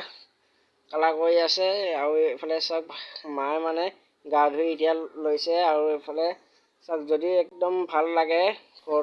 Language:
Assamese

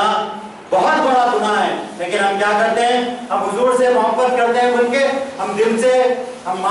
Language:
Urdu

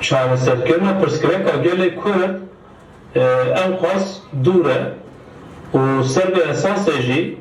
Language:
Kurdish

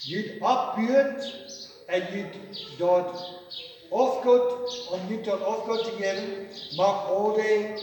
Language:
Plautdietsch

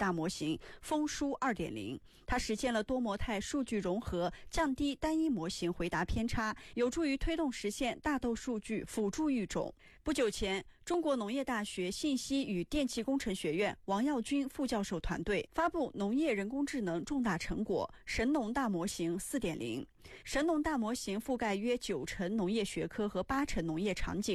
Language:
Chinese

